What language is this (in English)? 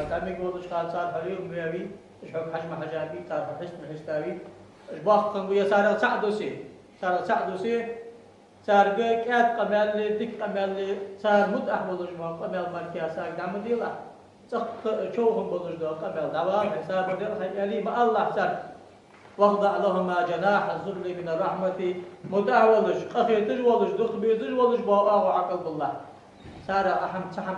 Ingush